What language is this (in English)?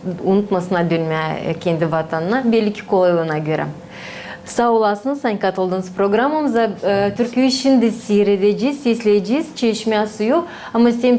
Gagauz